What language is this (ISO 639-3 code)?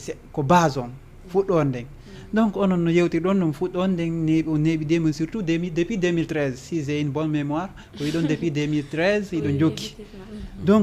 ful